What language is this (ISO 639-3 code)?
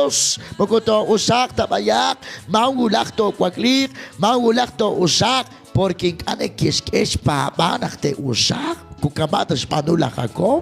kek